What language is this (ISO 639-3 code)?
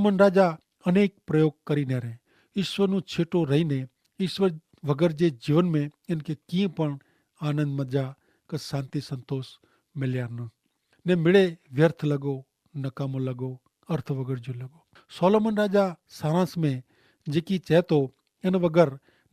kfr